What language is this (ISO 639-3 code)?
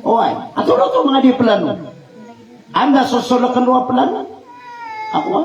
mrw